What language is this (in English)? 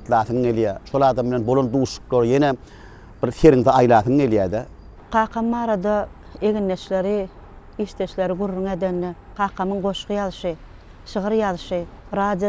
Turkmen